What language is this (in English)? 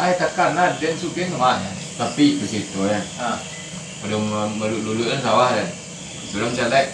Minangkabau